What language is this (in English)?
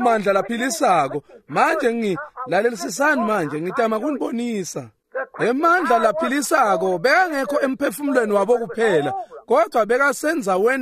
Swati